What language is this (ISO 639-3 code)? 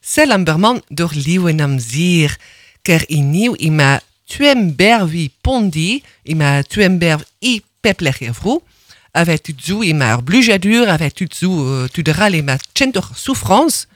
bre